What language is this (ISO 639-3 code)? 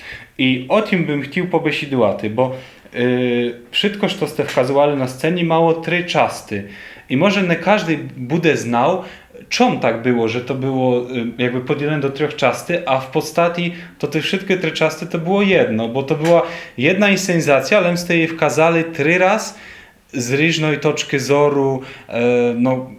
rue